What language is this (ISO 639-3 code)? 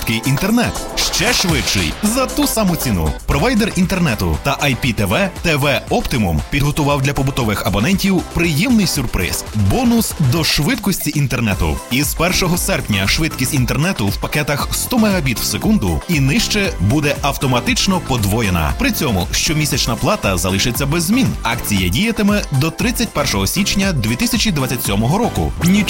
ukr